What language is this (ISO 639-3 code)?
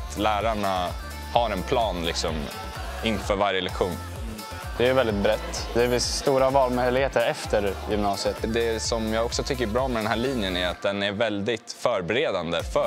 swe